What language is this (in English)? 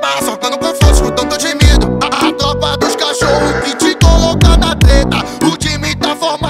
Portuguese